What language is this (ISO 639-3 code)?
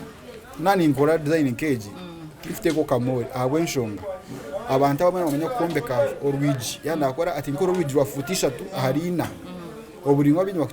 nyn